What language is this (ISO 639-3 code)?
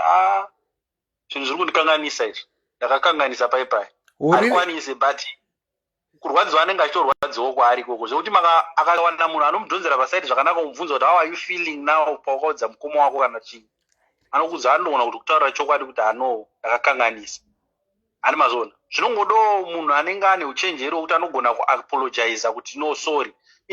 sna